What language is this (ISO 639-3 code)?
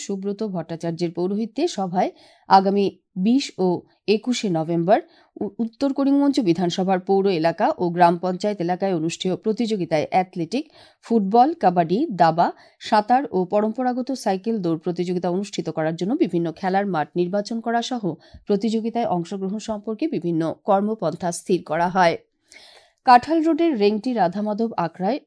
ben